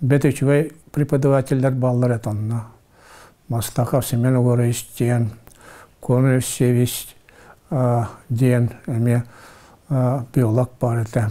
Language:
Yakut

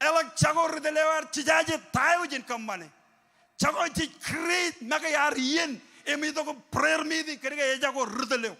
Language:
Marshallese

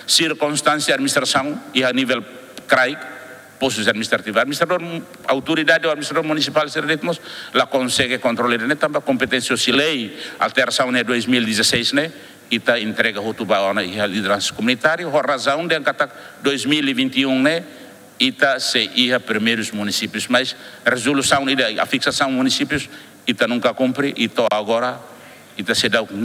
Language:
Tetum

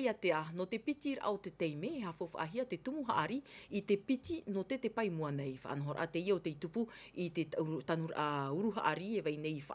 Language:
Tahitian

